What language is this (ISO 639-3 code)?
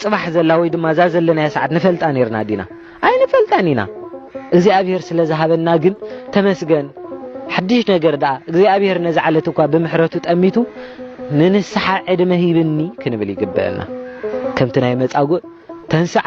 tir